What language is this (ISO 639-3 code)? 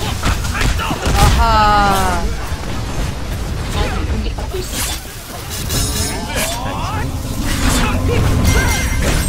kor